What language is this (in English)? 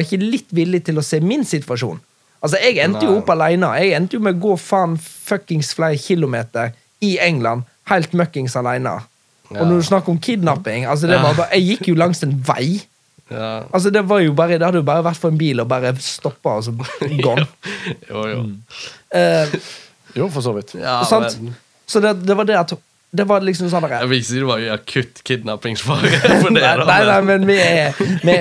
Norwegian